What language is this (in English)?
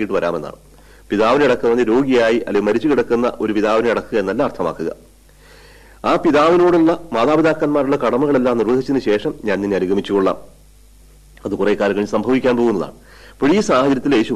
Malayalam